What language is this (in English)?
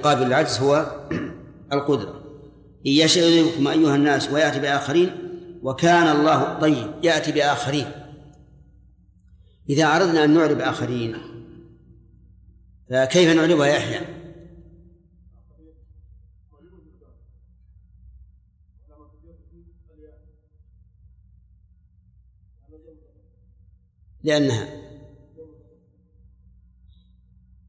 Arabic